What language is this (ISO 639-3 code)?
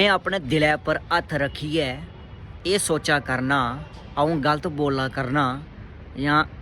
doi